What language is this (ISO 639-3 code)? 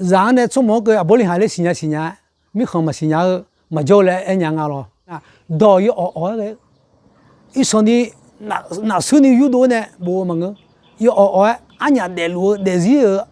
ahk